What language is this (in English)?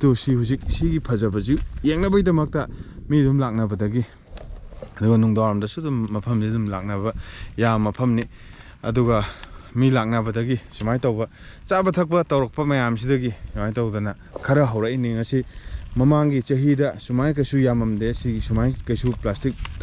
Manipuri